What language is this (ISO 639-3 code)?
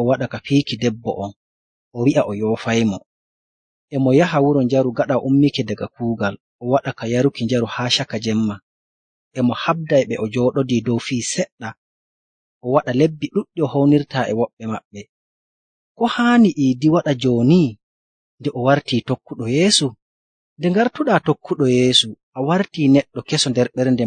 fuv